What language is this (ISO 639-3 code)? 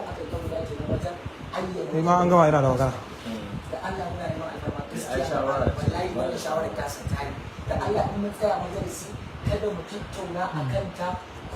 hau